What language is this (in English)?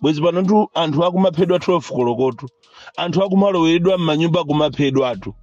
Nyanja